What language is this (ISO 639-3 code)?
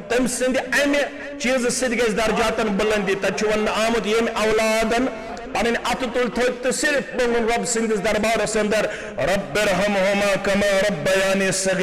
kas